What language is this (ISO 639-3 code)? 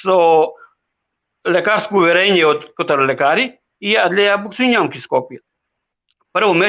rmn